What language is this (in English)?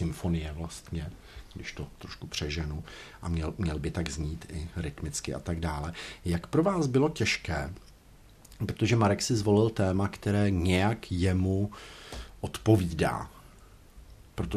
Czech